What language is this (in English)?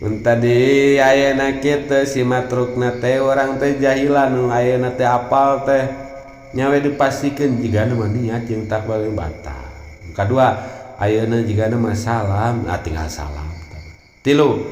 Sundanese